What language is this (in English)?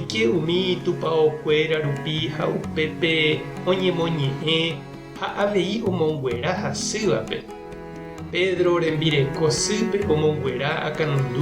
Guarani